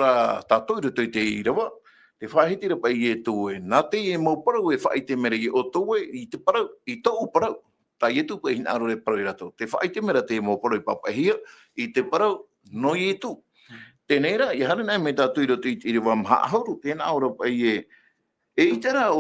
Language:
Tahitian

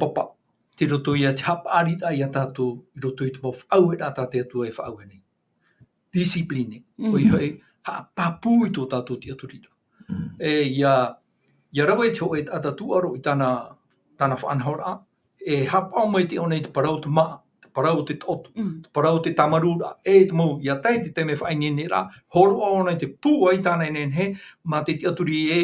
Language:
Tahitian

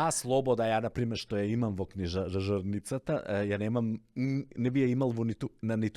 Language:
Macedonian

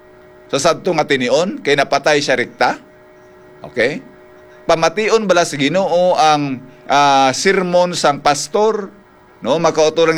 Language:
Hiligaynon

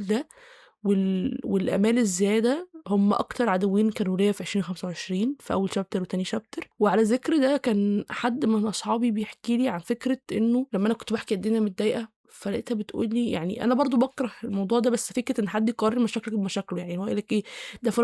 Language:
Egyptian Arabic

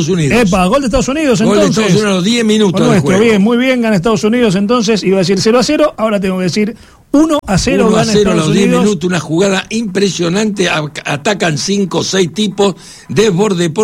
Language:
Spanish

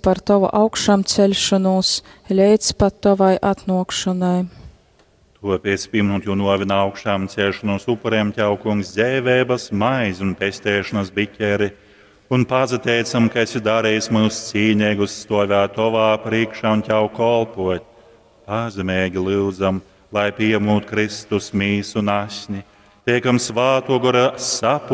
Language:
Latgalian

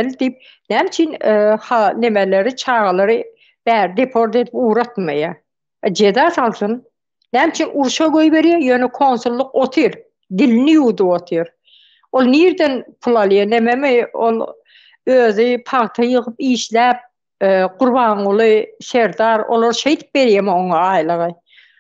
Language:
Turkmen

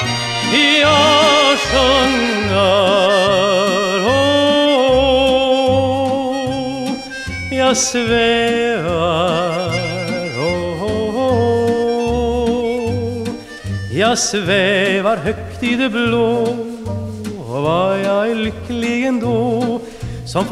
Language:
Swedish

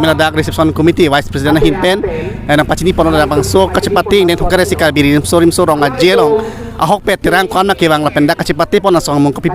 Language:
Karbi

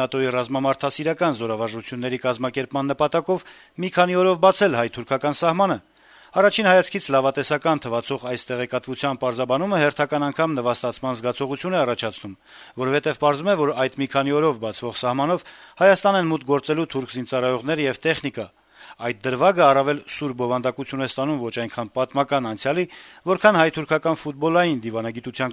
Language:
Armenian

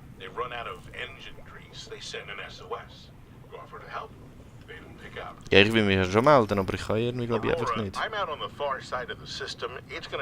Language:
Swiss German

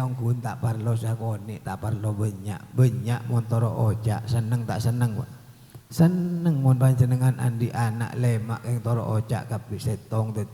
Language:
Madurese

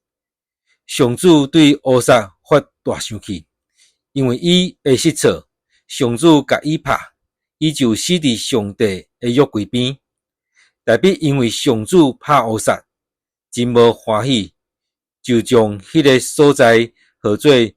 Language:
Min Nan Chinese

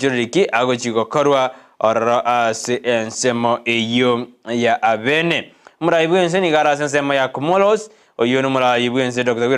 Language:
Gusii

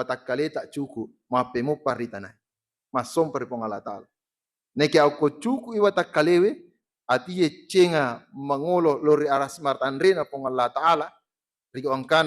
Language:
Buginese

